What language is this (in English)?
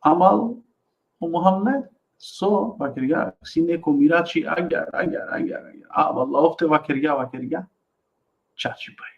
Balkan Romani